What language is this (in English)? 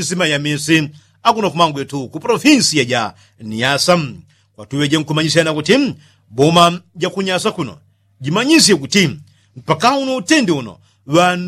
Yao